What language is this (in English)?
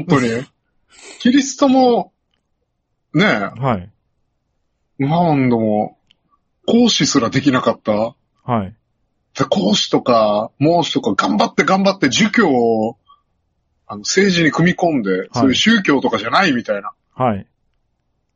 Japanese